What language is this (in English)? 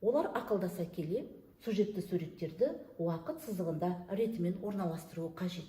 Kazakh